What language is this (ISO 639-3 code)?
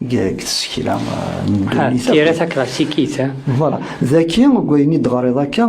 kab